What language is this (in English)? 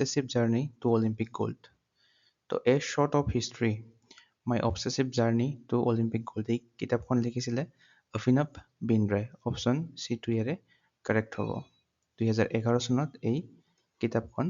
Assamese